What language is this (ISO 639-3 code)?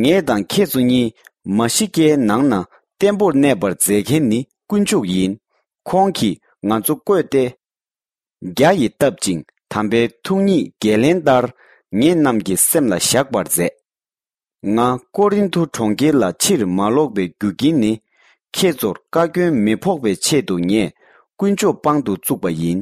bod